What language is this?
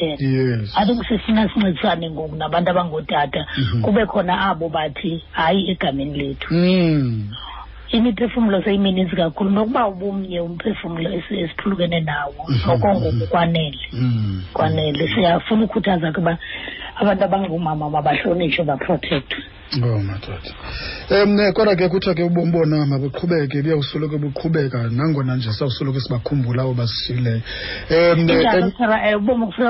Xhosa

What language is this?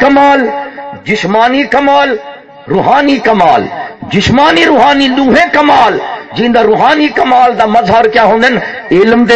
Saraiki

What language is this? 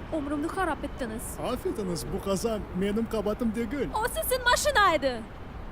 Crimean Tatar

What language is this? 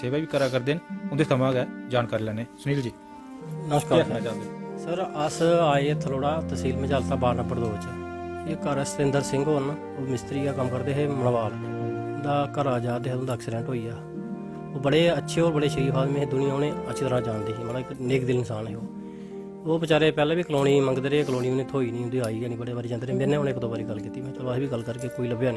Dogri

